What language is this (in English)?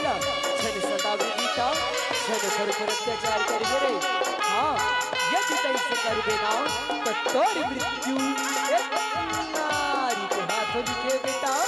Chhattisgarhi